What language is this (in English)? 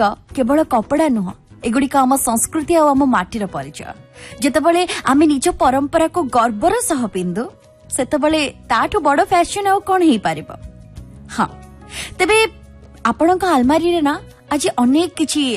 Odia